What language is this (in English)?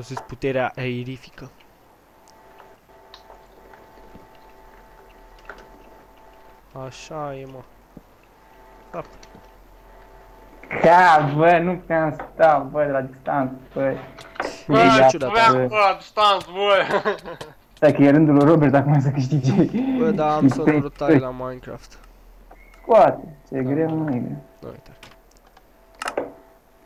Romanian